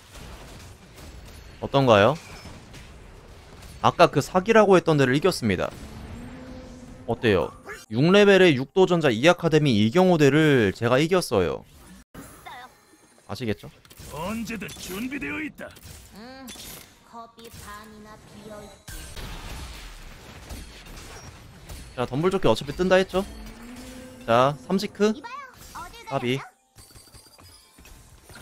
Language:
Korean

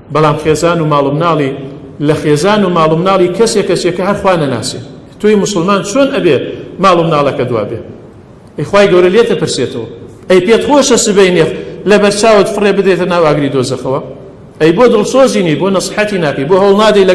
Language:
Central Kurdish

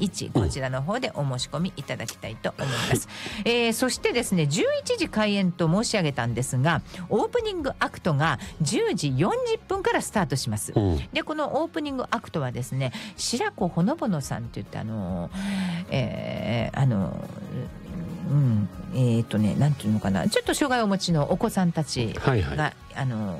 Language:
Japanese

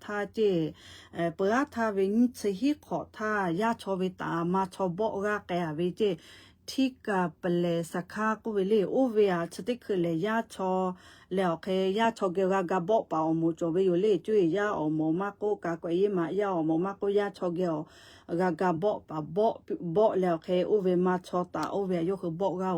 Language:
Lahu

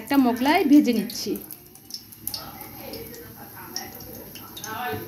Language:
Bangla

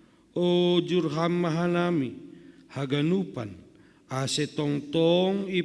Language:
Batak Simalungun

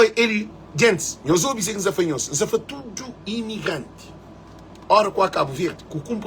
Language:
Kabuverdianu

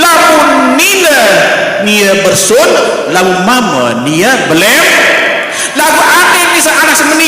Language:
Sasak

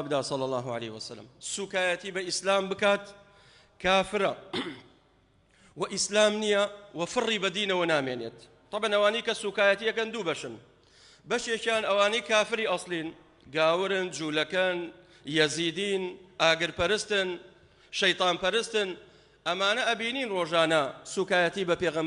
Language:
Central Kurdish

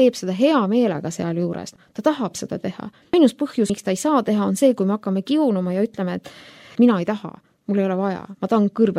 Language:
Estonian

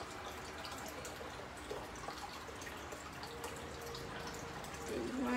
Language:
Vietnamese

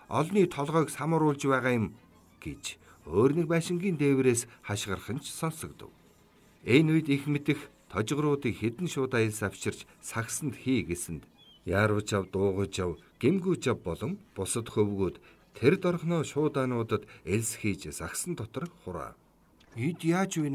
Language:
Mongolian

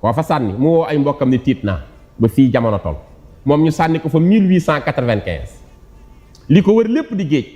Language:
Wolof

